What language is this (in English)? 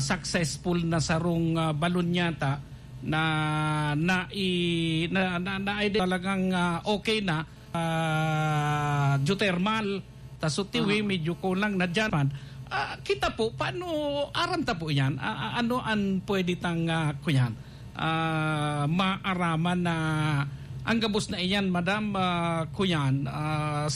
Bikol